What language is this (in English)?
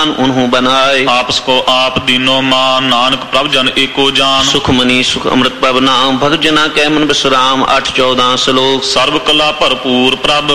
Punjabi